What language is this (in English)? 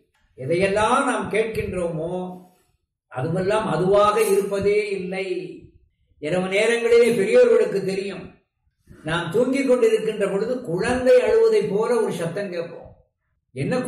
Tamil